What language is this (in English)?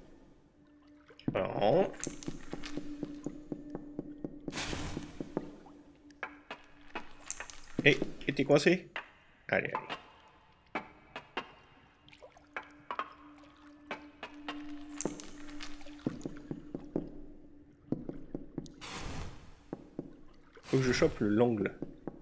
French